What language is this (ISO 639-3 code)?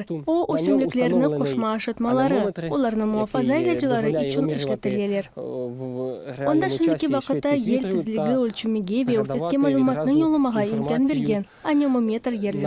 crh